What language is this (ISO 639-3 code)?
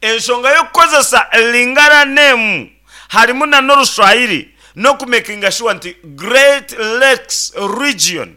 nyn